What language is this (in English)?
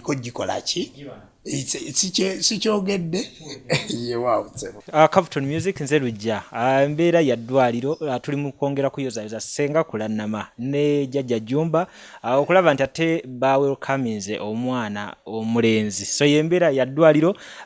Ganda